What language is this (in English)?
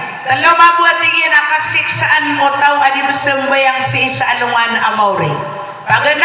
Maranao